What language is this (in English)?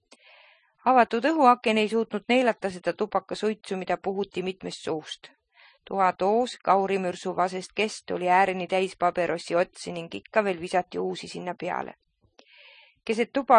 Estonian